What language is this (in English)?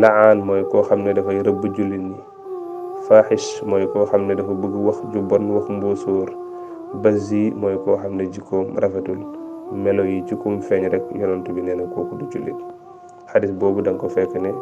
Wolof